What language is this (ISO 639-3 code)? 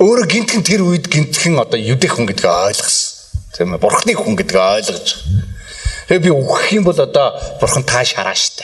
mon